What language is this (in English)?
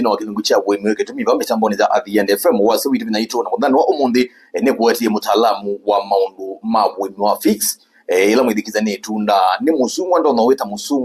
Kamba